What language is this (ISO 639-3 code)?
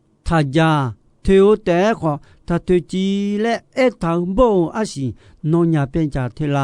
ahk